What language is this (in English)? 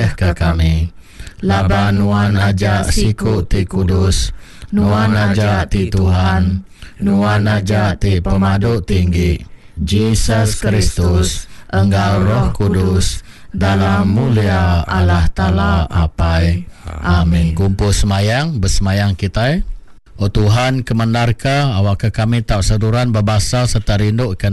Iban